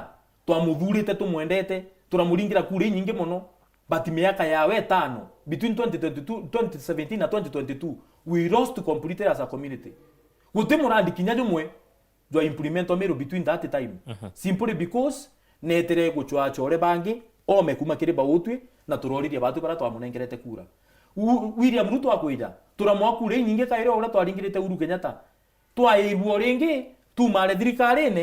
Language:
Meru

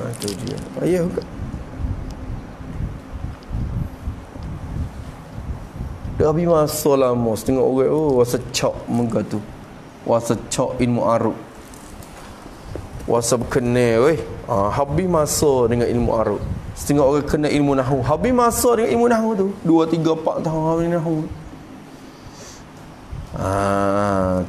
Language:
Malay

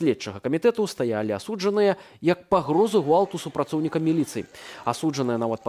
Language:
Belarusian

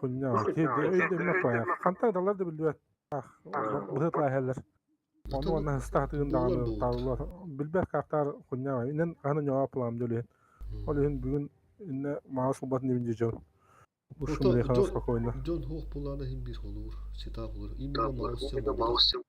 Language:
Yakut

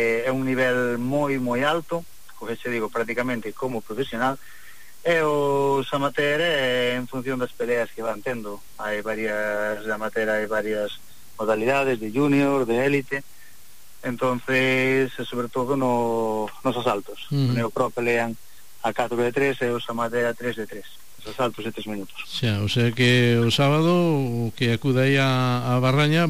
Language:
Galician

